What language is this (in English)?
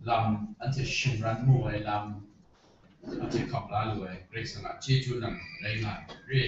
Kachin